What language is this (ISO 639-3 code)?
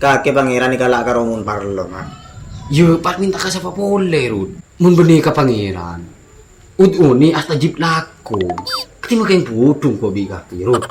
mad